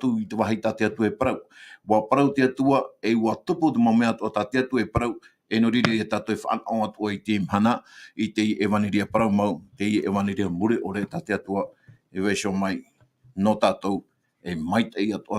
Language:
Tahitian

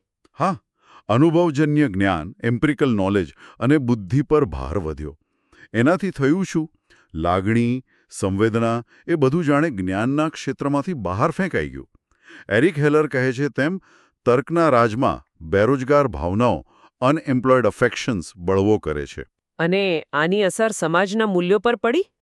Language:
Gujarati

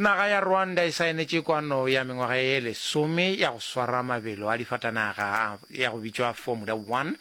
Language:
Northern Sotho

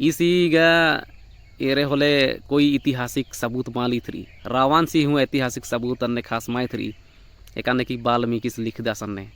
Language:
Kurukh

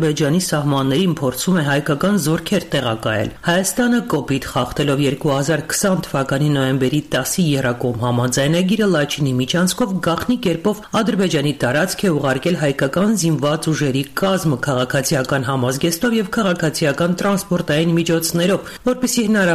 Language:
Armenian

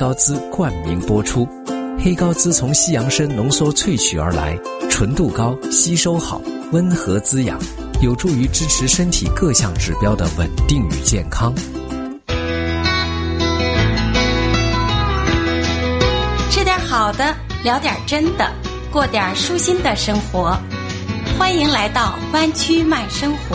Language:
Chinese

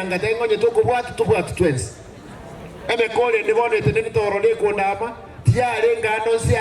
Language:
Gusii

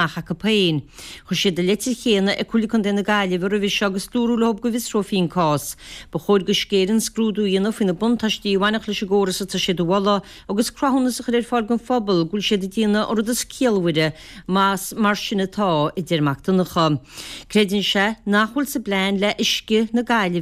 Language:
Irish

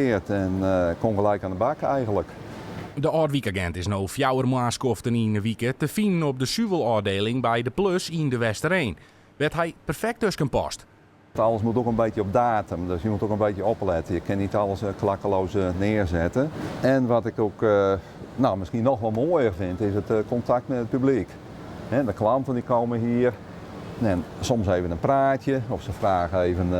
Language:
Western Frisian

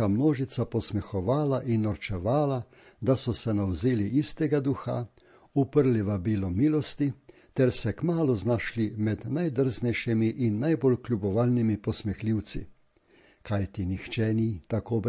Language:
Slovenian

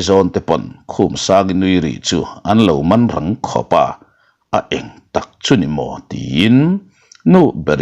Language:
Mizo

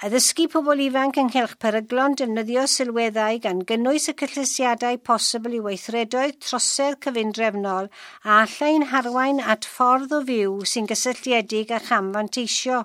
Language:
Welsh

